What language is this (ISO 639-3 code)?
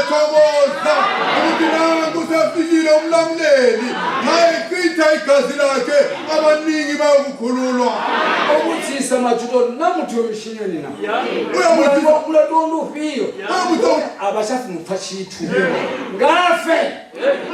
nde